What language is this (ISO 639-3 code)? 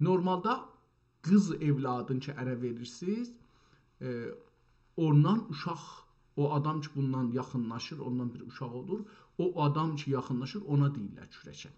azb